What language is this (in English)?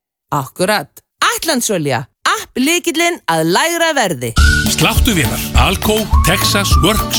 Icelandic